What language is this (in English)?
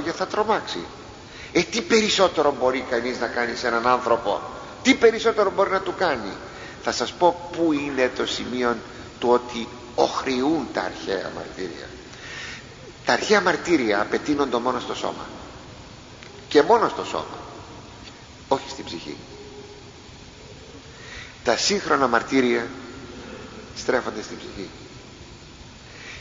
Greek